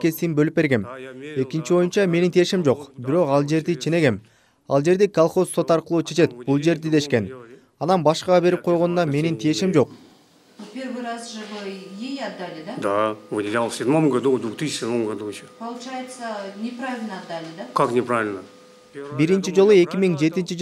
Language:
Kyrgyz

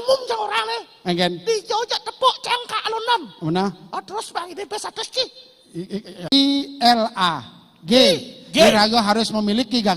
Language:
Balinese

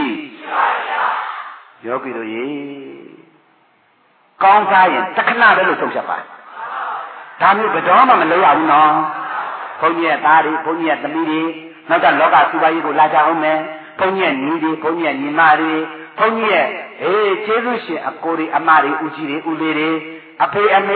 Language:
Burmese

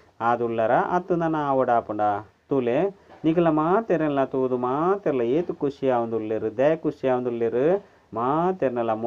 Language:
Tulu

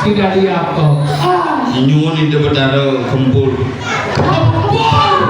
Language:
Balinese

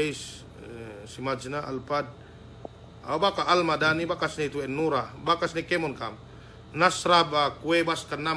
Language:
Yakan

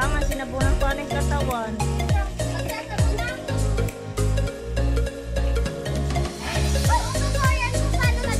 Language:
Filipino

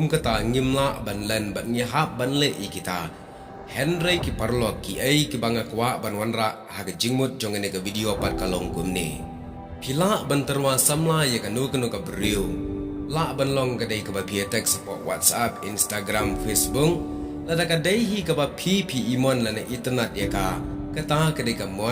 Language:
Khasi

